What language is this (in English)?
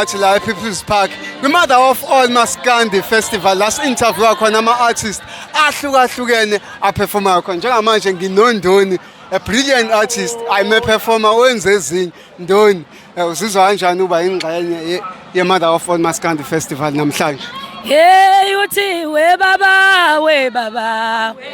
Zulu